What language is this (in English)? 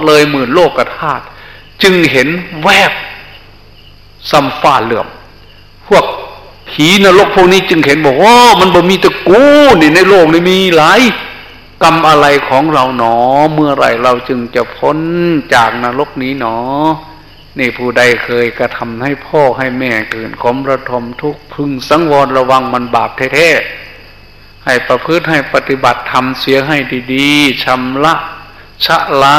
Thai